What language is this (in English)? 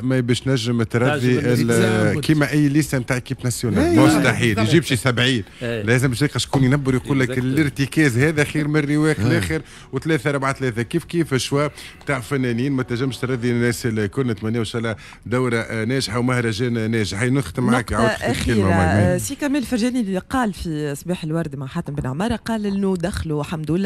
Tunisian Arabic